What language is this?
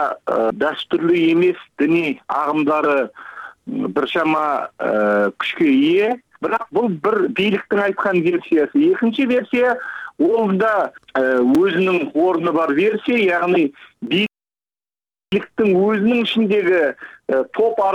Kyrgyz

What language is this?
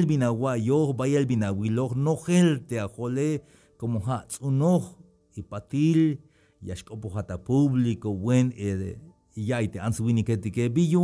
Tzeltal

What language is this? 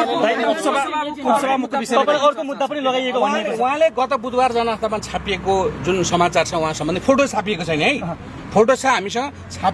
Nepali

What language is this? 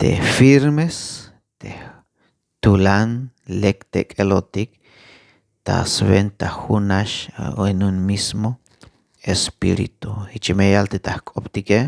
Tzeltal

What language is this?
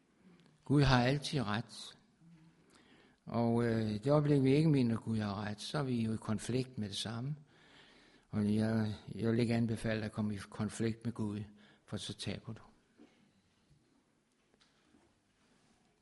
Danish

